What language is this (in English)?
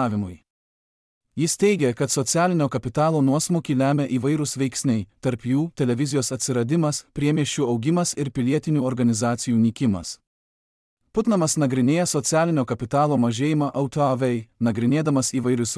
Lithuanian